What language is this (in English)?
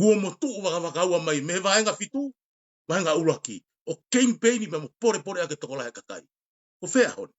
Tongan